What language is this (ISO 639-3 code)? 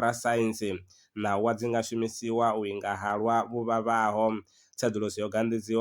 ven